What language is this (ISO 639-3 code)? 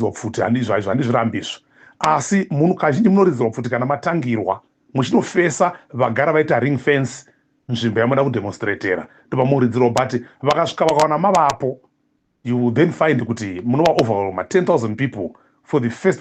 sna